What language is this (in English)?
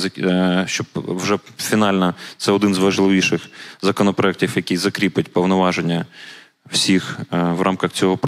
Ukrainian